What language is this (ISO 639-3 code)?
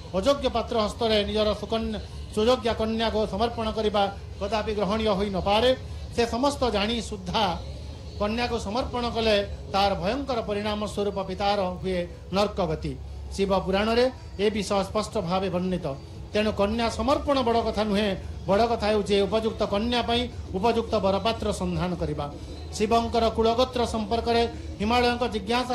ori